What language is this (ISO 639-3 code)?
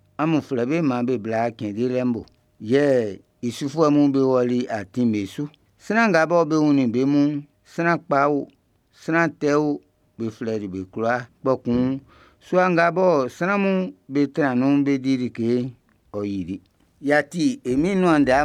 bci